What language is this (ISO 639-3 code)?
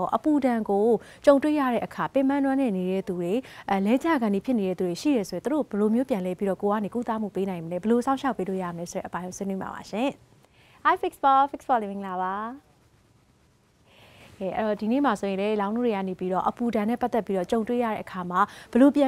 mya